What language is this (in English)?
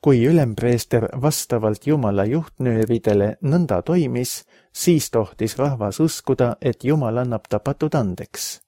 Estonian